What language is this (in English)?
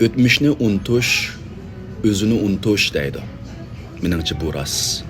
Uyghur